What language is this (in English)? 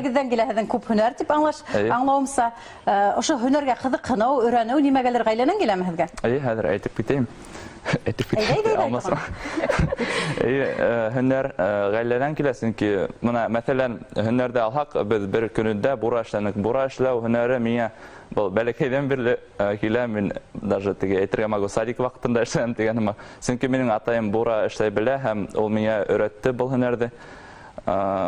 Bashkir